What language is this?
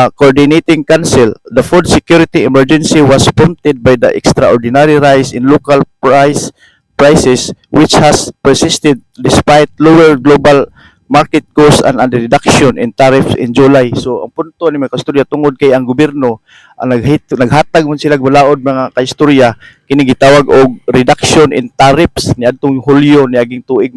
Cebuano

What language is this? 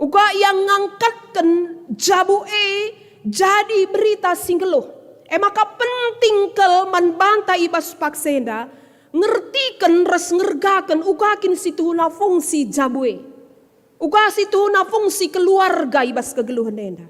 Batak Karo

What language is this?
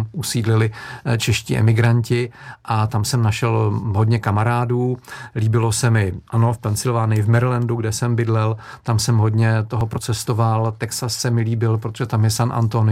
Czech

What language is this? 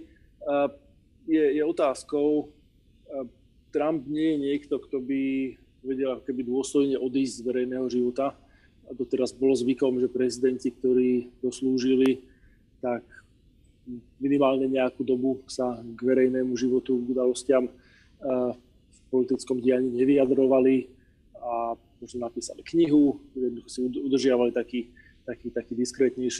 Slovak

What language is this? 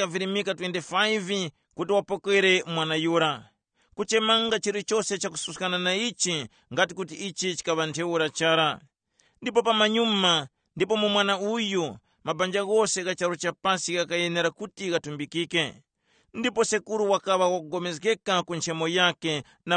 Tumbuka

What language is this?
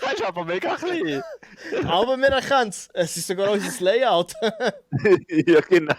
Swiss German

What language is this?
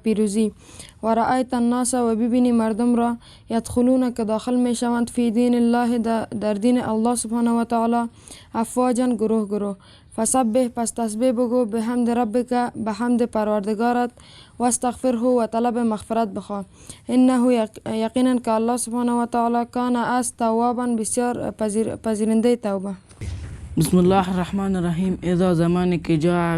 Persian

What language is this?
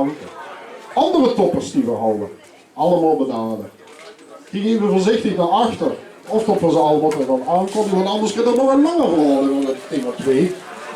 Limburgish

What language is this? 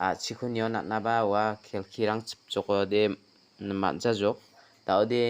Garo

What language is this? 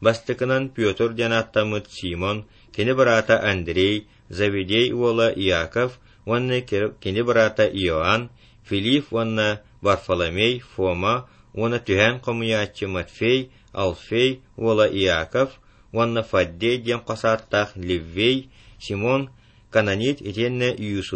Yakut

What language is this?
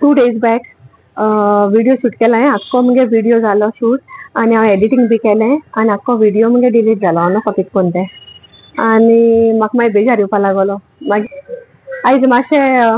Konkani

